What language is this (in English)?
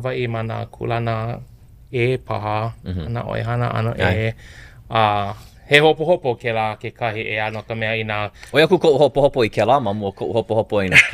Hawaiian